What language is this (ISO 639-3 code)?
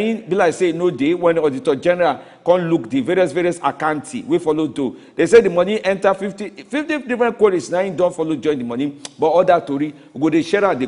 pcm